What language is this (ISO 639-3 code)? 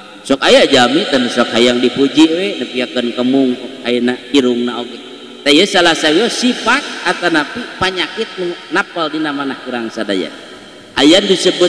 sun